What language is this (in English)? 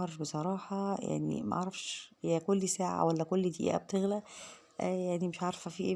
Egyptian Arabic